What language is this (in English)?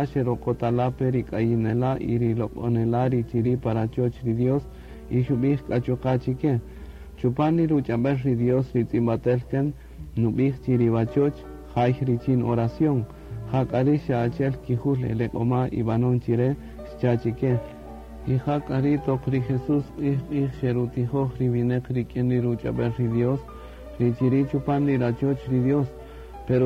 Kaqchikel